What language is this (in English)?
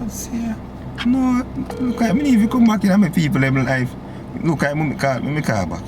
Jamaican Creole English